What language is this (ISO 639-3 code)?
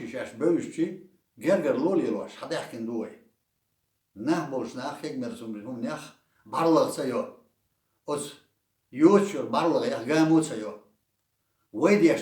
che